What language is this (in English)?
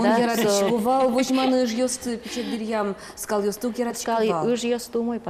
Udmurt